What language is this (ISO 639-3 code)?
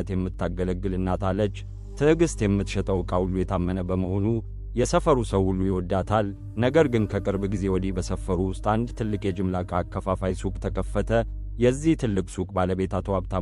amh